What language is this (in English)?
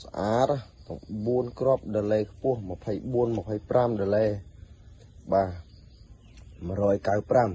Khmer